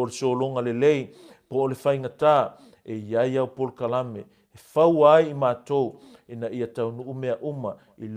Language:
Samoan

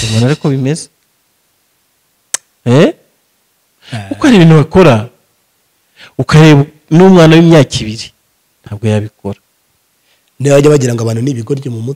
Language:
Kinyarwanda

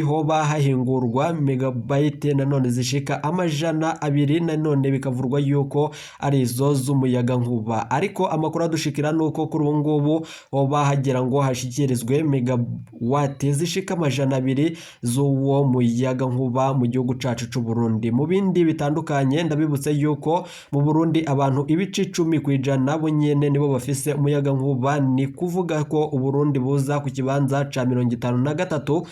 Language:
Rundi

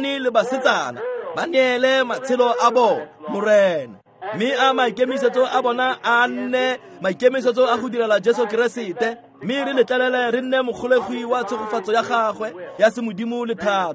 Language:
Tswana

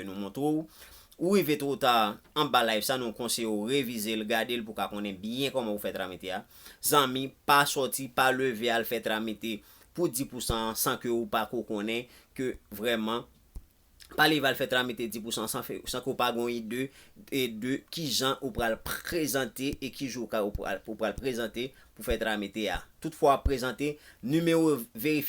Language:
Haitian Creole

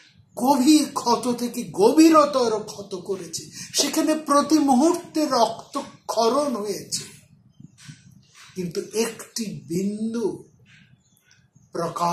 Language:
Bangla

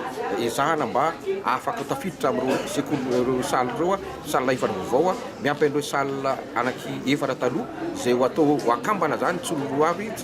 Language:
Malagasy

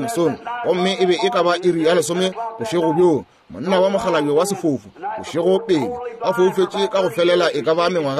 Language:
Northern Sotho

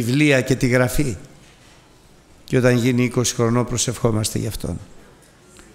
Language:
Greek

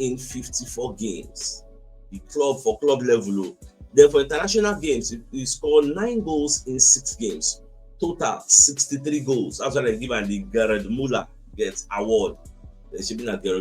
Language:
Nigerian Pidgin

